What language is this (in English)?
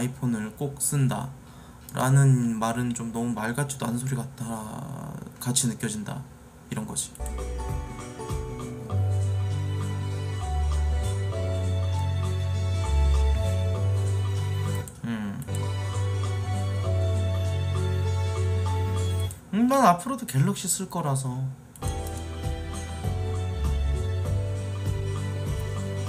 Korean